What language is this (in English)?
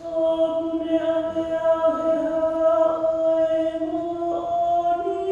Tongan